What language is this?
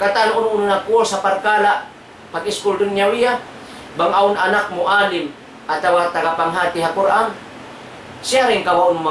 Tausug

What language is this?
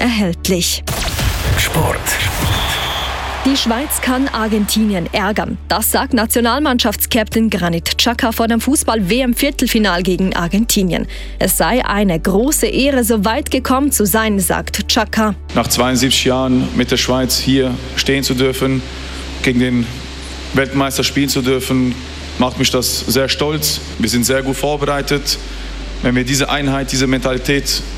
German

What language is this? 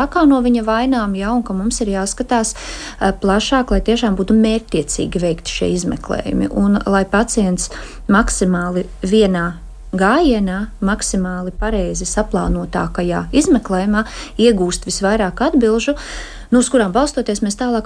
Latvian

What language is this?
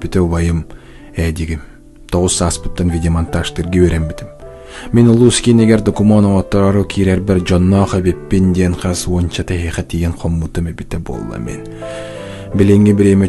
Yakut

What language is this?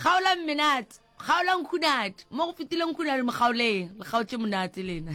Northern Sotho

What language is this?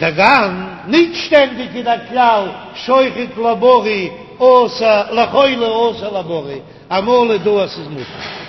Yiddish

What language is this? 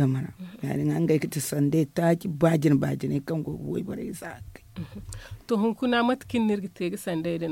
Zarma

